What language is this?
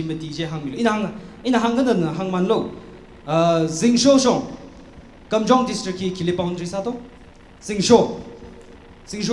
Tangkhul Naga (India)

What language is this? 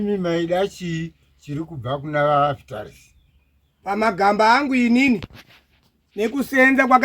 Shona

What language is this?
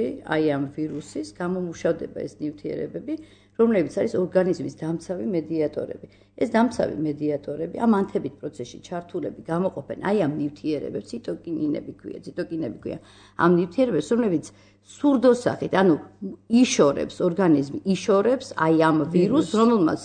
Georgian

